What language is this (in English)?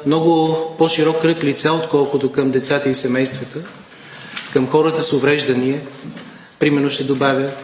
Bulgarian